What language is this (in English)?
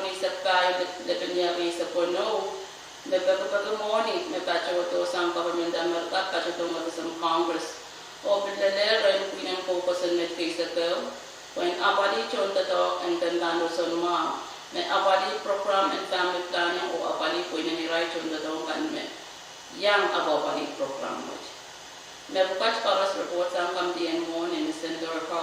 Pohnpeian